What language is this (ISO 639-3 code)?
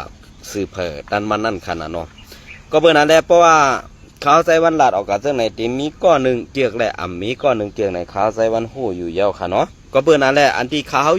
shn